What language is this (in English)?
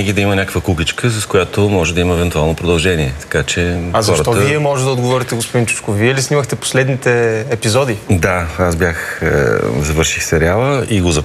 Bulgarian